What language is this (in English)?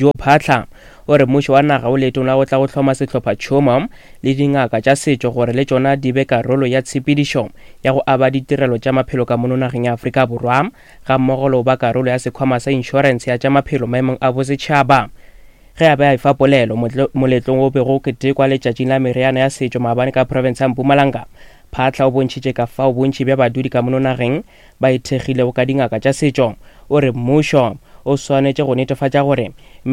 Northern Sotho